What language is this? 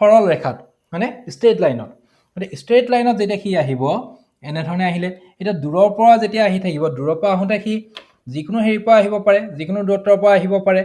Assamese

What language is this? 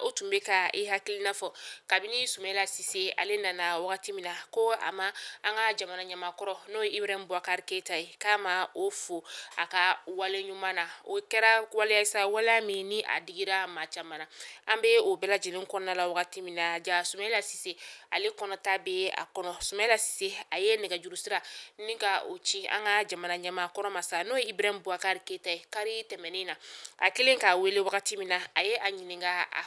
Bambara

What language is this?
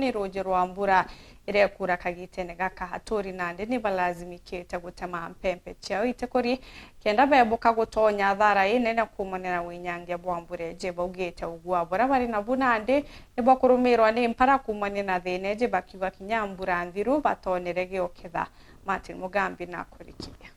Meru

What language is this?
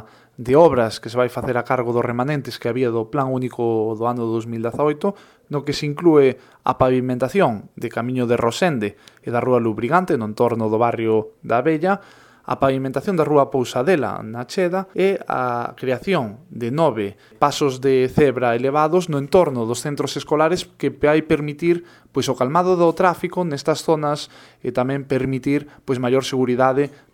Galician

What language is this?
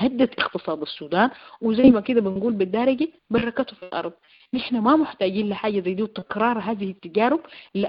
Sudanese Arabic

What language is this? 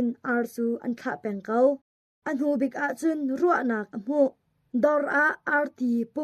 Hakha Chin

